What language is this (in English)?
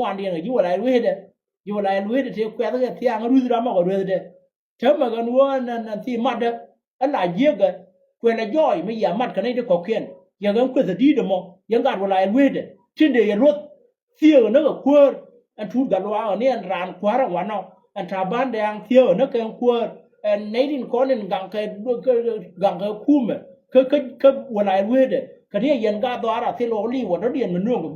Nuer